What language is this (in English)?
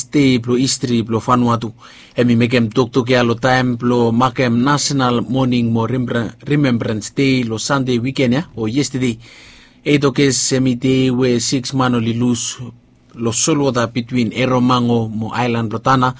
Bislama